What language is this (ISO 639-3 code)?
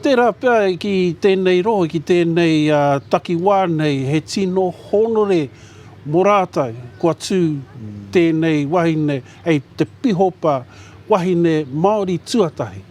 mri